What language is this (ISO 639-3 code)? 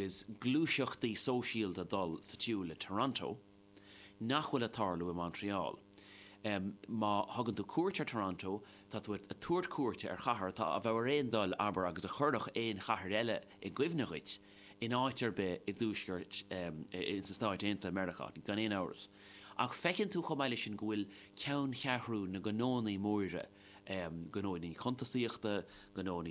gle